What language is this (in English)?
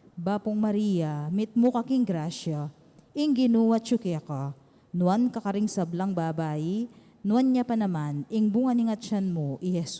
Pampanga